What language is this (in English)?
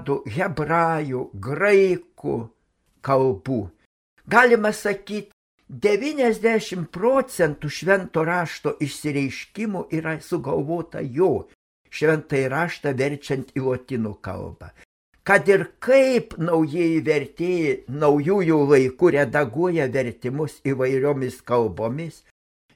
Lithuanian